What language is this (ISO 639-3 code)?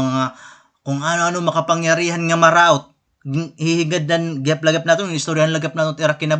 war